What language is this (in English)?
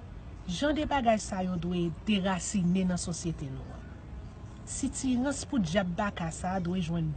Haitian Creole